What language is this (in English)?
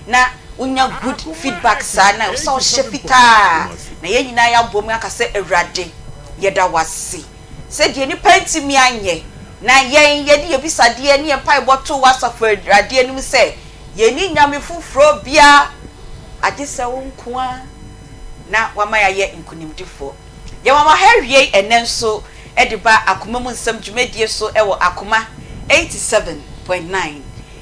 Akan